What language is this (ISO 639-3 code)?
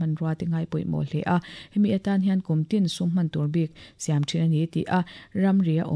lus